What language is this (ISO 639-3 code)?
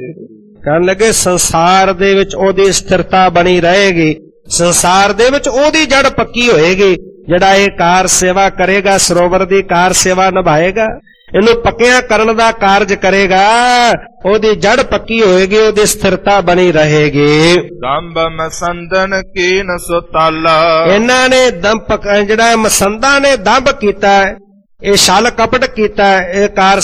pan